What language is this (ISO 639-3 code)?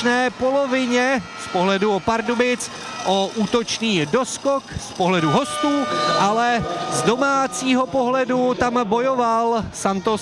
ces